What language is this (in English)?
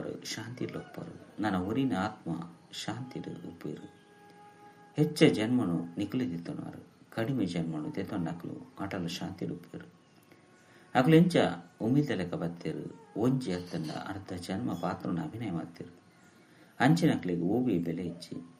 Tulu